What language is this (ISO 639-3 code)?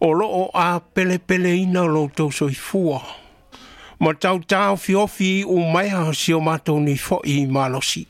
smo